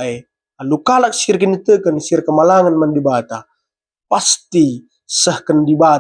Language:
Batak Karo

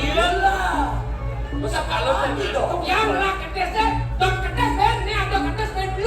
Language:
Balinese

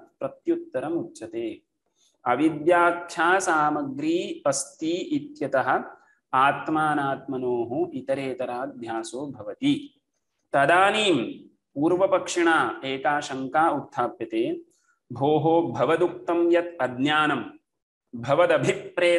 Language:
Sanskrit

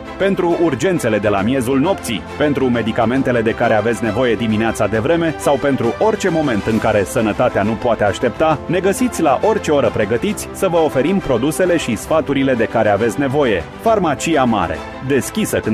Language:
Romanian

